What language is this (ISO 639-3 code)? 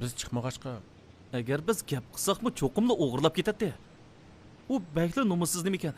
uig